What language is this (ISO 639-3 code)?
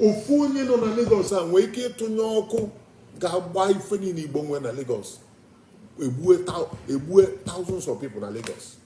ibo